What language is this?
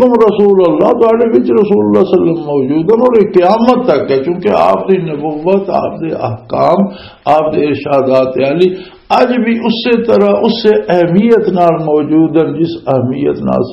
Western Panjabi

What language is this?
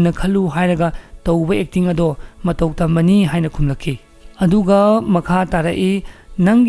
Manipuri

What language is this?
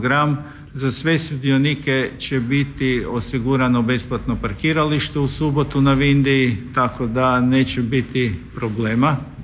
Croatian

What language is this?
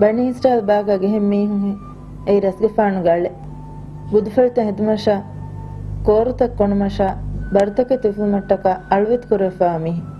Divehi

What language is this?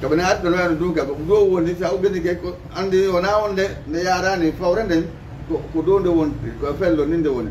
Fula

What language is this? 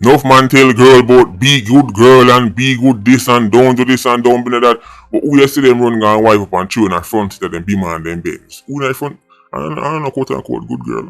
Jamaican Creole English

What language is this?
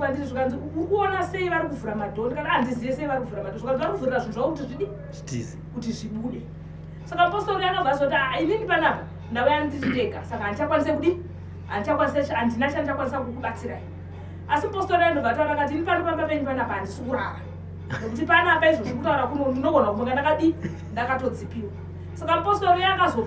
Shona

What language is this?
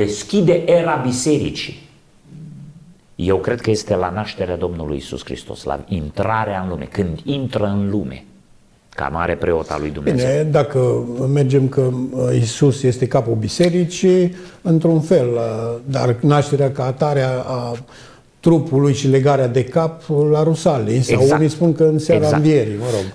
Romanian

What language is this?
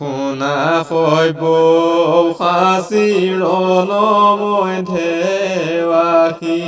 Assamese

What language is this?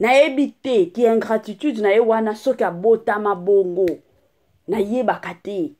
Lingala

